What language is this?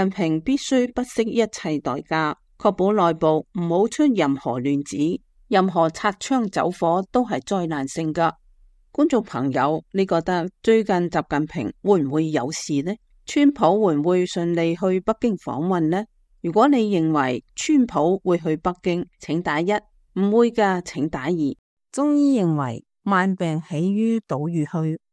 Cantonese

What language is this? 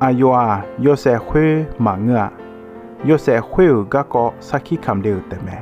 Akha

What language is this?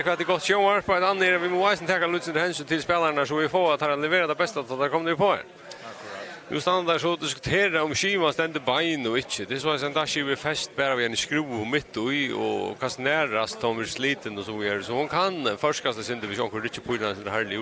Faroese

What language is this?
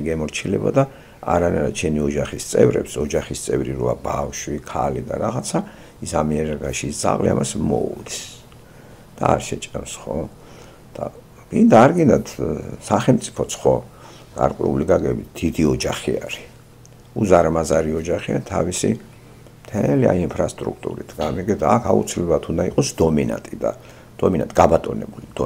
Georgian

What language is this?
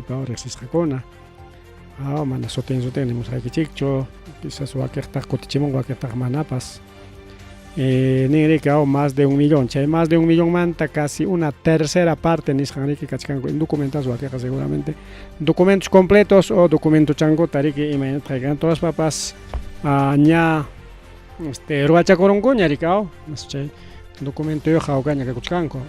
Ayacucho Quechua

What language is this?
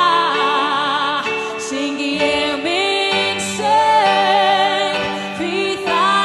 Icelandic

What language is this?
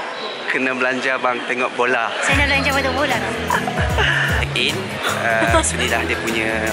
Malay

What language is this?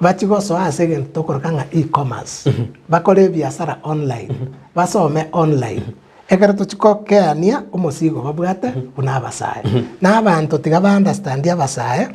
Gusii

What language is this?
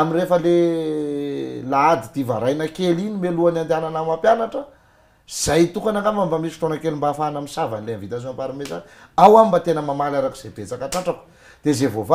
Malagasy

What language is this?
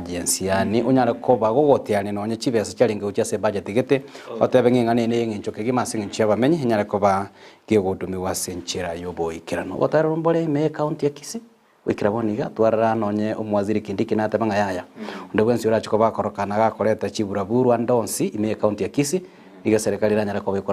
Gusii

